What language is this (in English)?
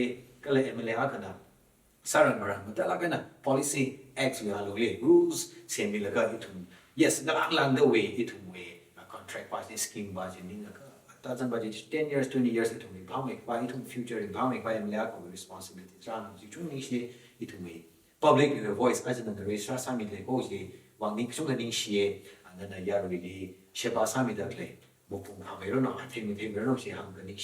Tangkhul Naga (India)